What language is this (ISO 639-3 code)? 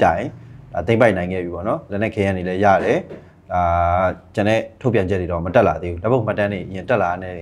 mya